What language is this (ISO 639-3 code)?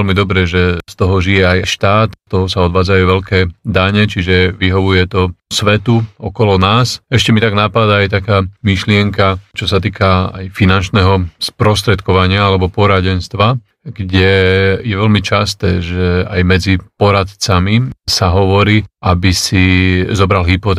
slk